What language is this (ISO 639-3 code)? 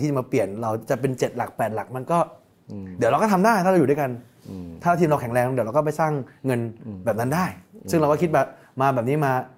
tha